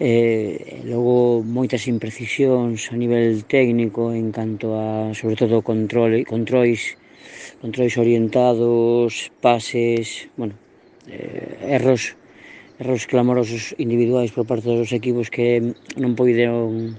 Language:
Galician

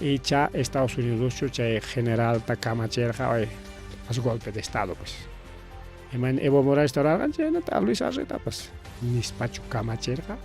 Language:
Ayacucho Quechua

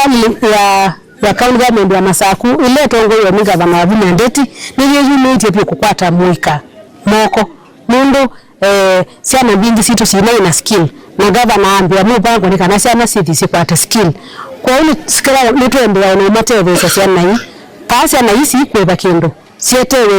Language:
Kamba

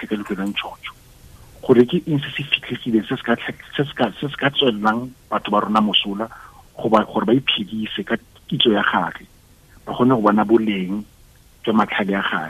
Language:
Tswana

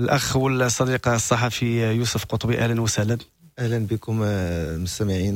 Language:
Moroccan Arabic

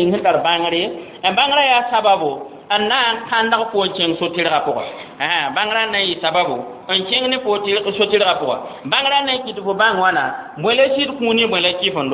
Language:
Mossi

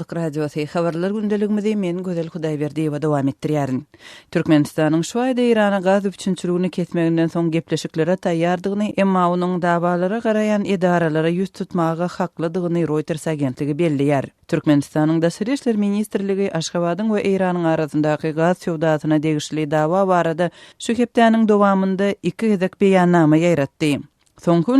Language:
Turkmen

